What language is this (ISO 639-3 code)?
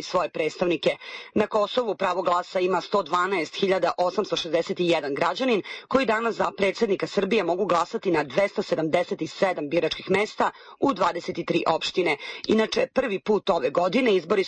srp